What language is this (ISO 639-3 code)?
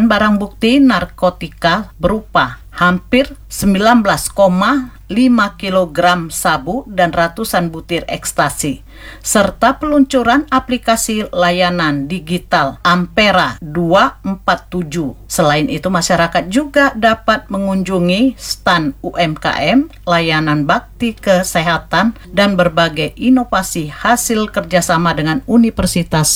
ind